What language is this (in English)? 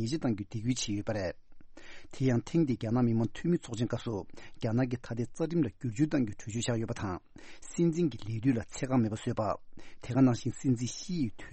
Tibetan